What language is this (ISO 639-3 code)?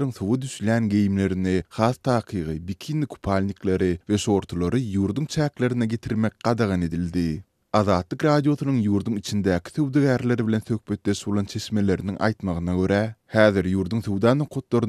tuk